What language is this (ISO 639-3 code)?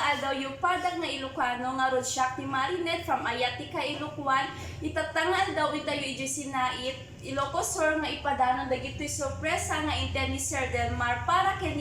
ilo